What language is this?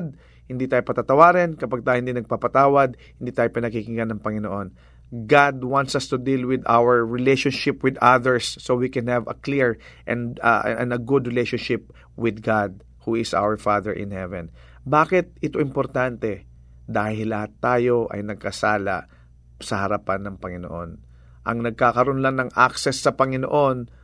Filipino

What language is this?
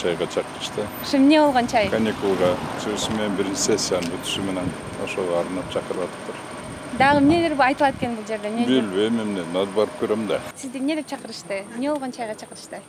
Kyrgyz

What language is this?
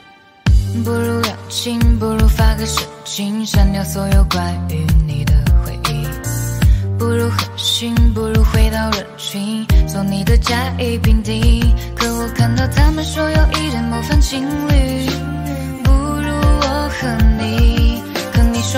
Chinese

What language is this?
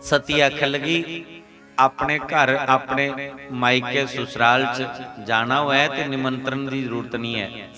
Dogri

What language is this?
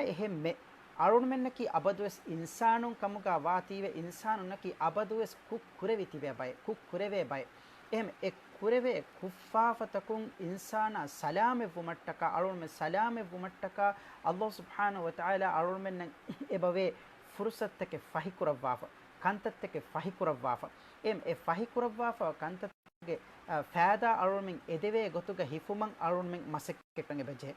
Divehi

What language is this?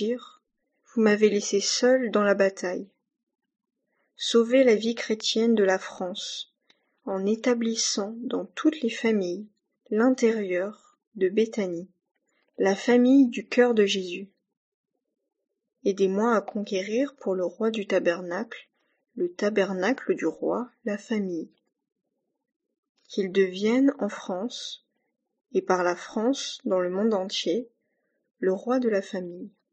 French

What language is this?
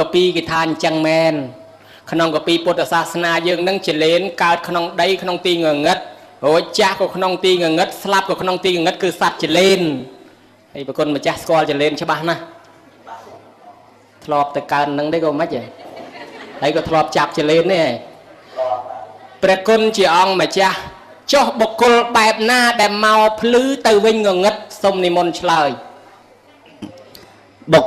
Khmer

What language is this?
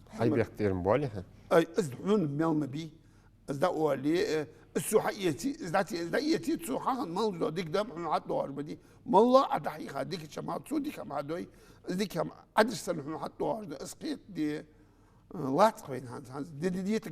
Ingush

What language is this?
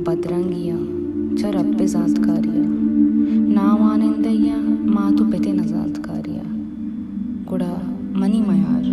Baluchi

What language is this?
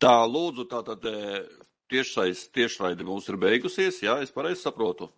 Latvian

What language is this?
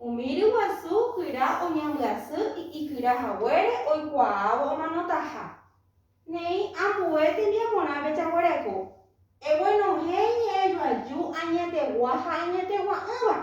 Guarani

